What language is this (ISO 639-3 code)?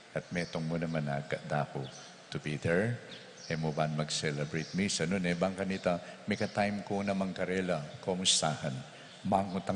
pam